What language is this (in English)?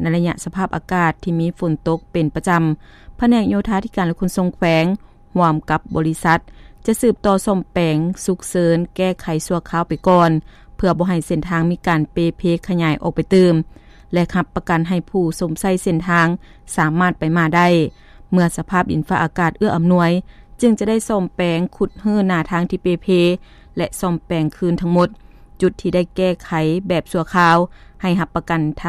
Lao